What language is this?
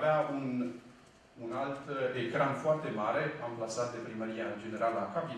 Romanian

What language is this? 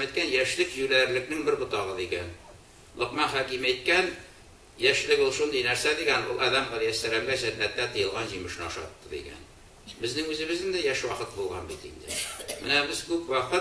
Tatar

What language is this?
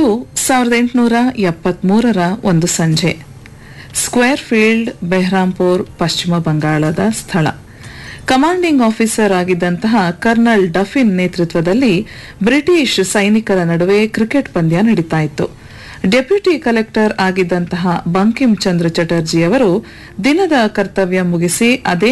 Kannada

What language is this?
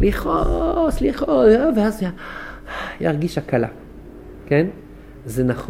Hebrew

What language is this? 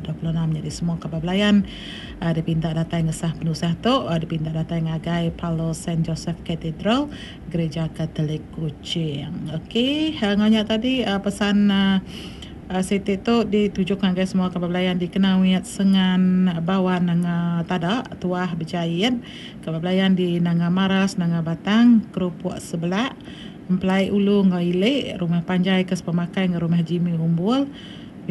Iban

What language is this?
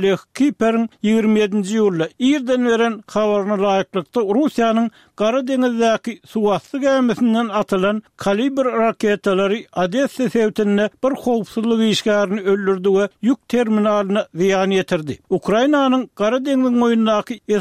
Turkmen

